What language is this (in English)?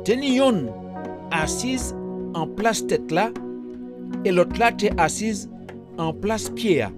Guadeloupean Creole French